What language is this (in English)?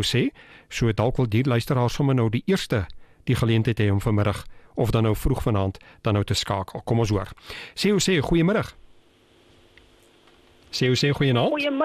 Afrikaans